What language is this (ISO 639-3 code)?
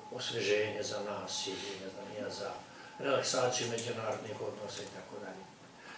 srp